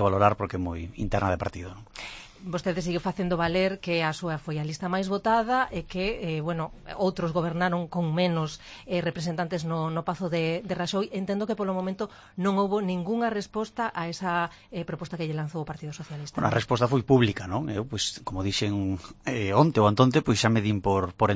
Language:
Galician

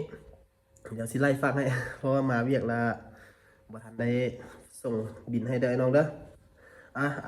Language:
Lao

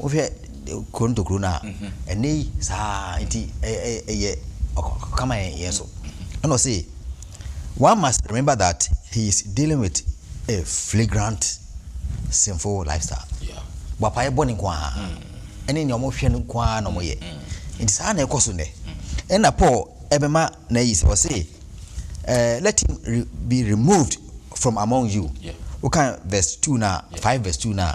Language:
Akan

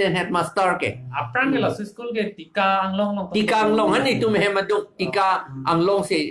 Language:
Karbi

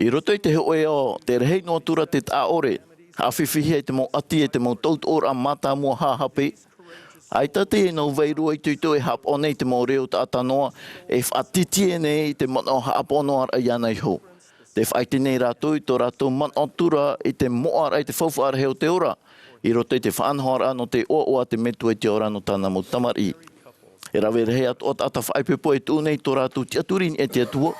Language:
Tahitian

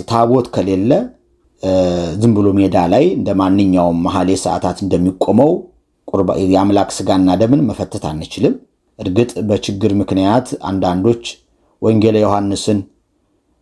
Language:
Amharic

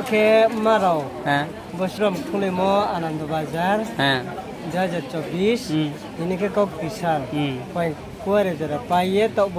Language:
Riang (India)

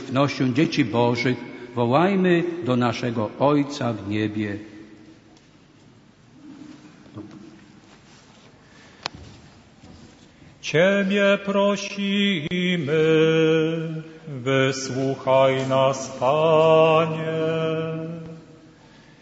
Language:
Polish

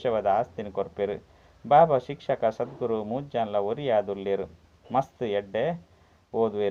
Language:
Tulu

